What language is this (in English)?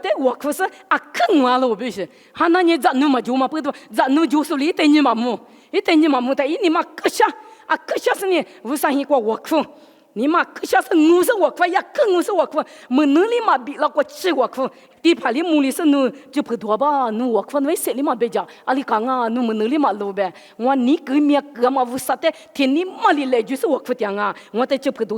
Lisu